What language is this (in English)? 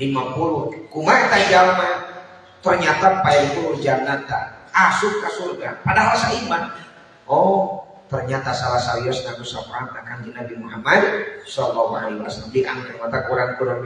Sundanese